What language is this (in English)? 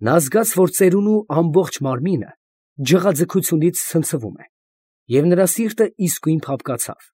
Armenian